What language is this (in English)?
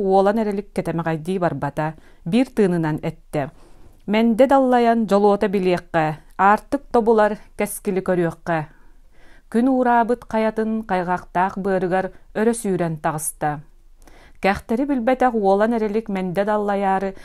Yakut